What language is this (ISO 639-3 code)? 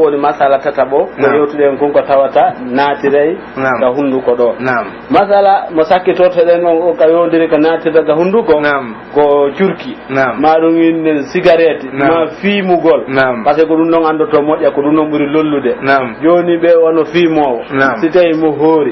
fuf